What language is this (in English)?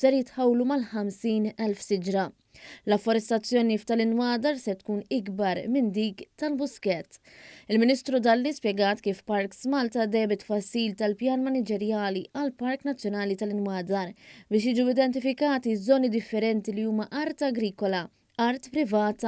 Maltese